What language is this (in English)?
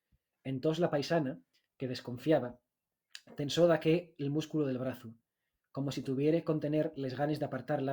Asturian